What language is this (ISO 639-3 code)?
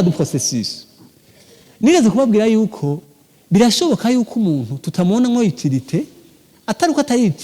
run